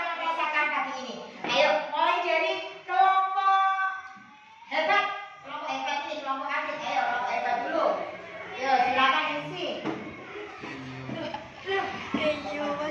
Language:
Indonesian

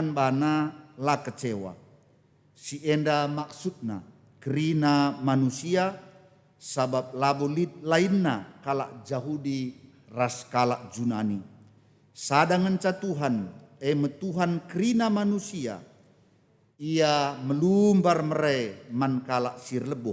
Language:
Batak Karo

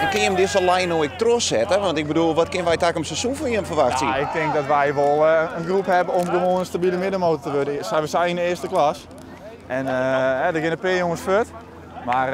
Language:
Western Frisian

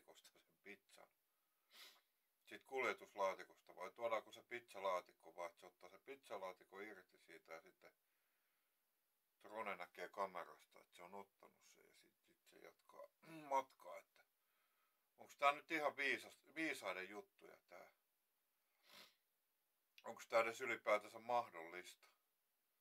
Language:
Finnish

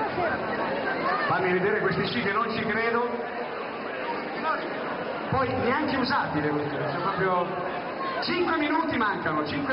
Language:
Italian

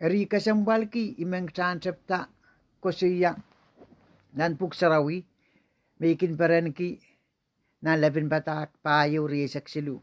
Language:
Pohnpeian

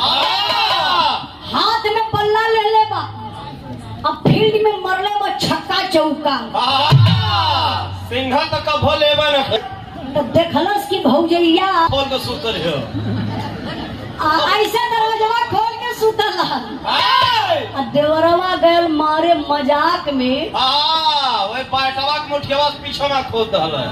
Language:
Bhojpuri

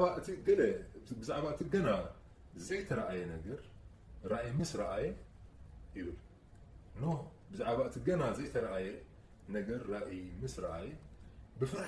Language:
Tigrinya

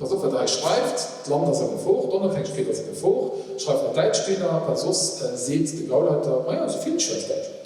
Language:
Luxembourgish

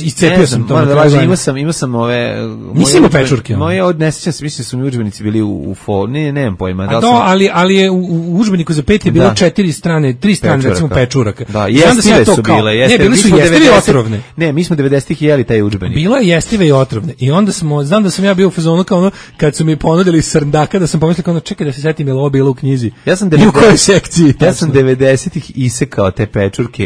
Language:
Serbian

